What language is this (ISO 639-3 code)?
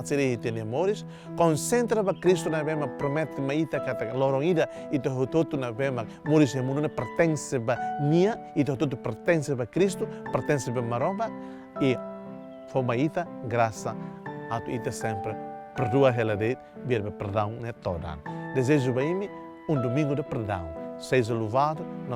tet